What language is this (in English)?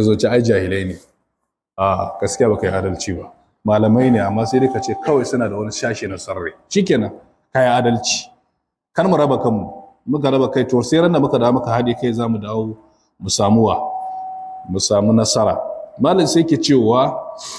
Hausa